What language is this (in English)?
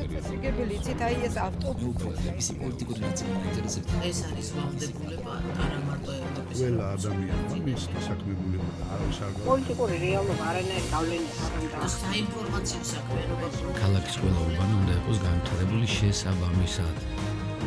Georgian